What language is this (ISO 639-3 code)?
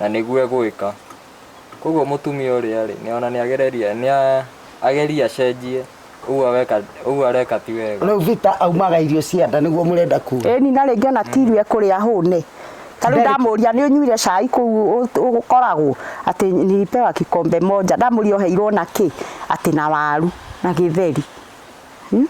kik